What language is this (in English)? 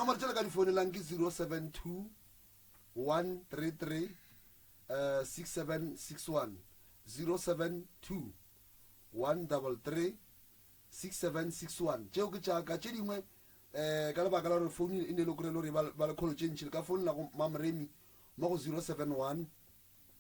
Northern Sotho